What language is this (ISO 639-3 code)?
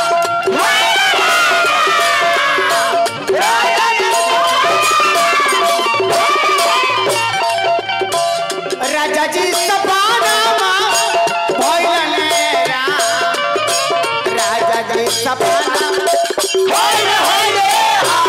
bho